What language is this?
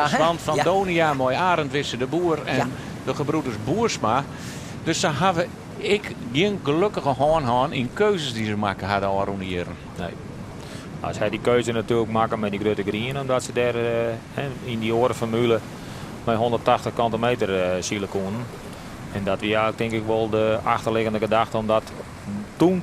Western Frisian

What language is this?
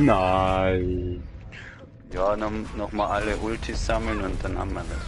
Swiss German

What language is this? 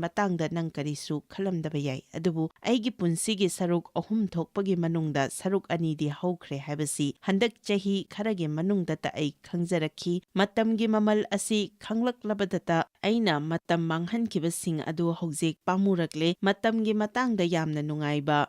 Manipuri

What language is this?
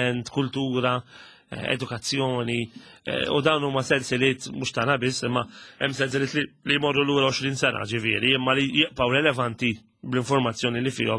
Maltese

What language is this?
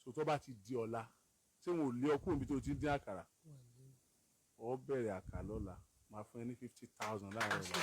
Yoruba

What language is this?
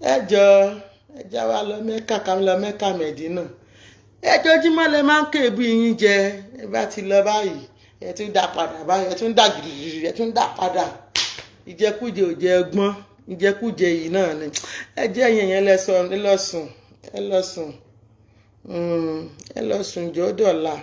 Yoruba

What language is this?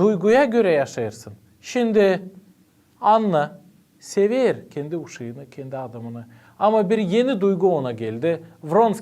Gagauz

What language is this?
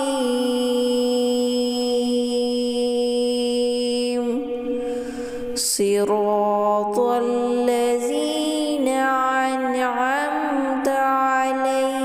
Arabic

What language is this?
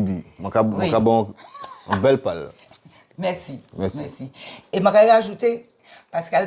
Guadeloupean Creole French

